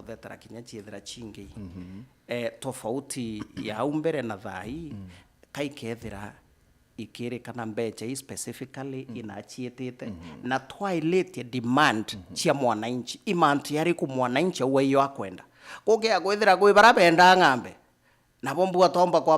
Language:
Meru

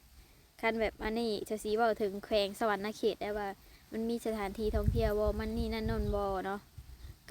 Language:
Lao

